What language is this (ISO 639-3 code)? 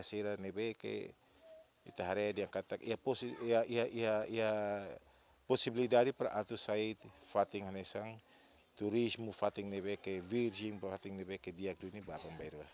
tet